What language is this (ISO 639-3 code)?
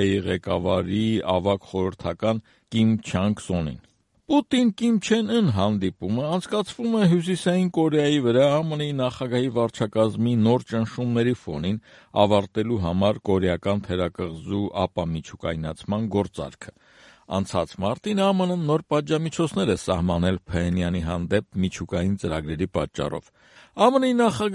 hye